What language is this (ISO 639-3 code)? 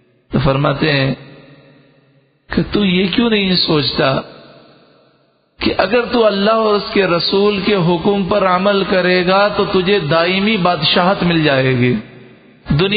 urd